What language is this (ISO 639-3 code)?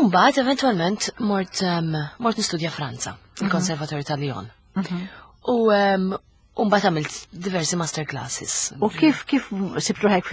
mlt